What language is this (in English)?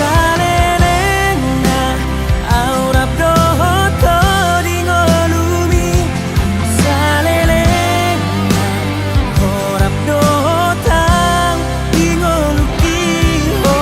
Batak Toba